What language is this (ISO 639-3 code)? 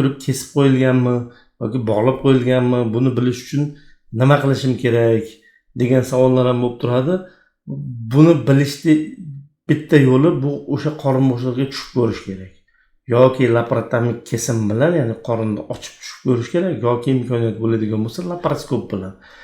uzb